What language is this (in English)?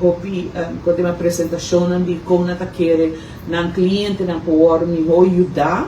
Papiamento